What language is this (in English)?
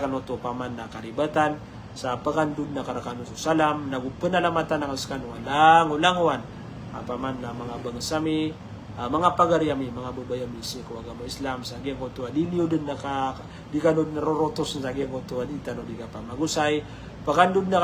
Maranao